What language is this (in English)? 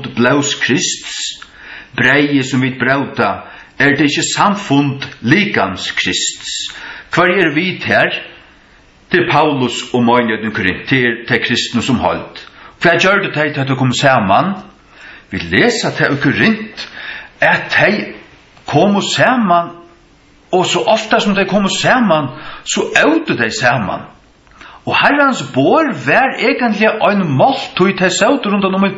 Faroese